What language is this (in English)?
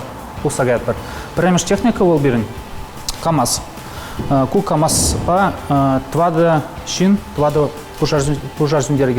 Chuvash